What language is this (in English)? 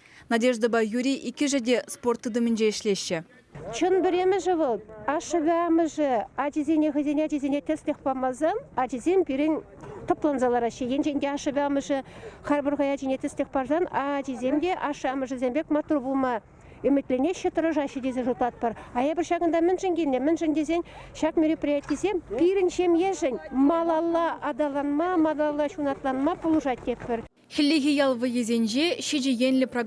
Chuvash